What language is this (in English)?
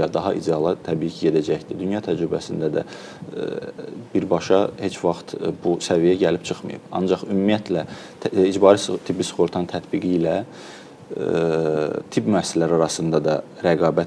Azerbaijani